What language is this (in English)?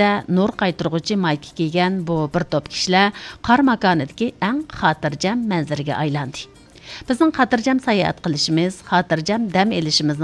Uyghur